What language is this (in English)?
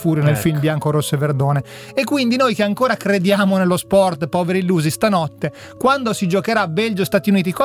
Italian